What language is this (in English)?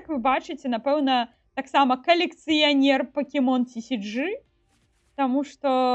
Belarusian